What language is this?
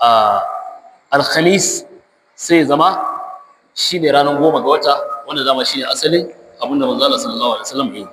Hausa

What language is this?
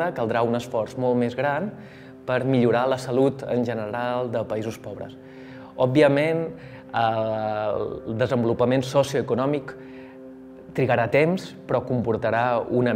Catalan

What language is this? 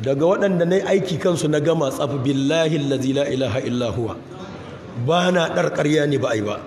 Hausa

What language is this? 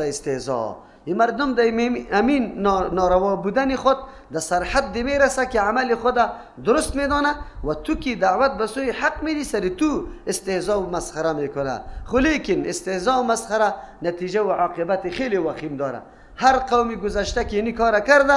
Persian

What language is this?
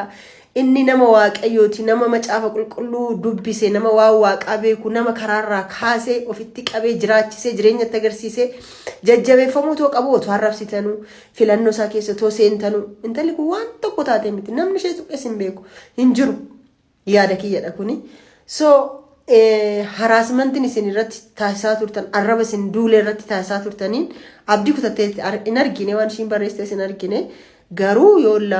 Oromo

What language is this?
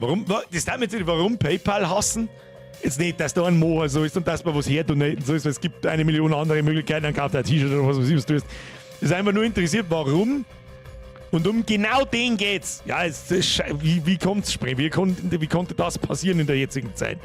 Bavarian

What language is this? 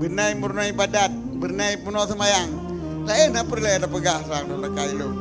Achinese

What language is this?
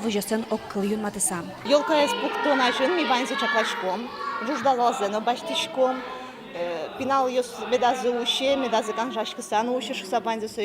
Udmurt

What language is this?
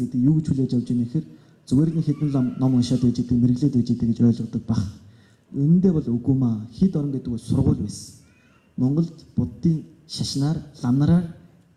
Mongolian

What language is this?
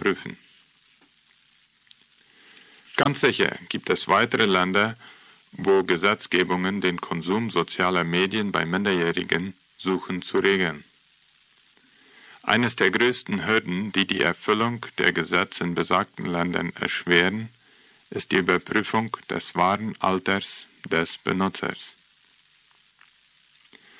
German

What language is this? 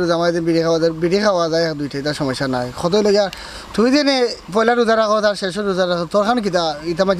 Sylheti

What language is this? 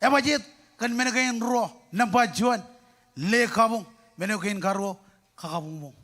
Marshallese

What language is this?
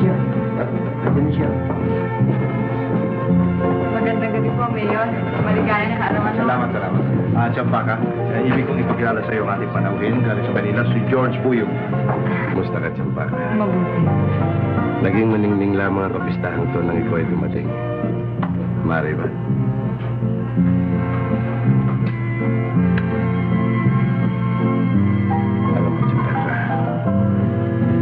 Filipino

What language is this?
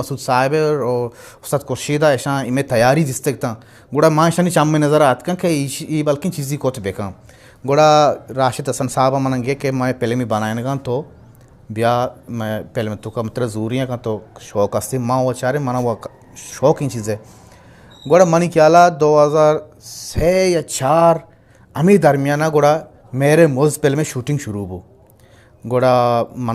Eastern Balochi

